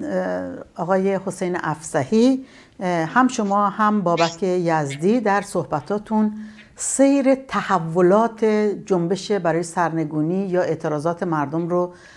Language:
Persian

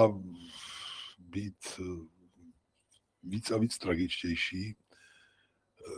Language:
Czech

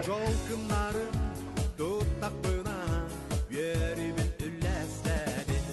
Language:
Yakut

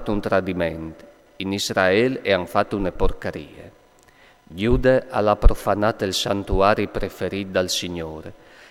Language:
Friulian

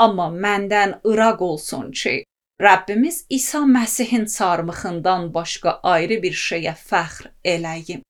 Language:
Azerbaijani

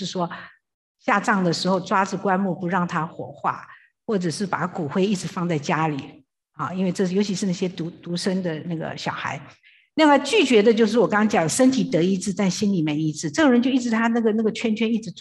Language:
Chinese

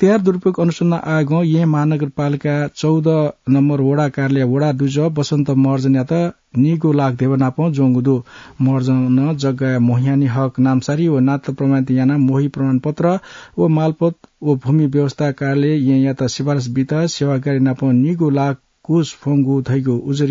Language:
Newari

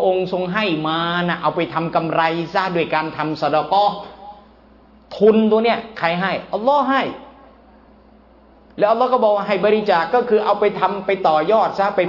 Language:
Thai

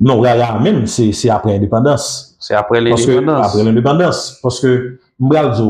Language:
Haitian Creole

